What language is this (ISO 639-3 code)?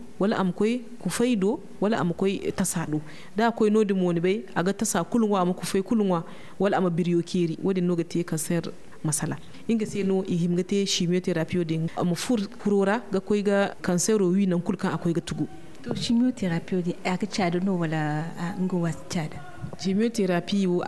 dje